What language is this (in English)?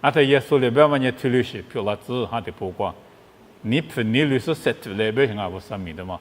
Lisu